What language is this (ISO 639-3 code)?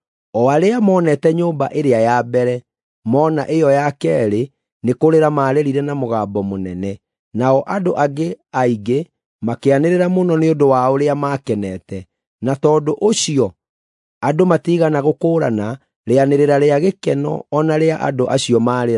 kik